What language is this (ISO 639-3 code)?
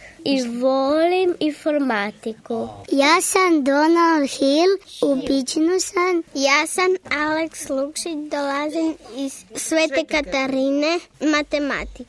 hrv